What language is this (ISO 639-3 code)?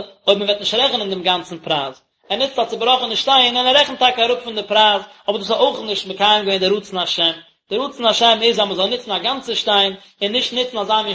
yid